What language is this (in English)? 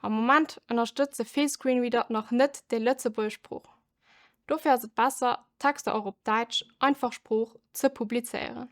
Luxembourgish